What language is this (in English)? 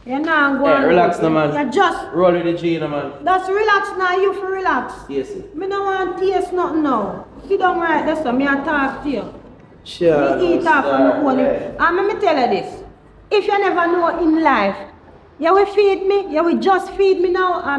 Jamaican Creole English